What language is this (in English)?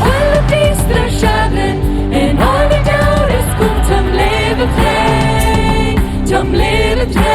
Plautdietsch